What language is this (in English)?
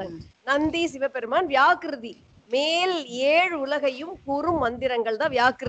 Tamil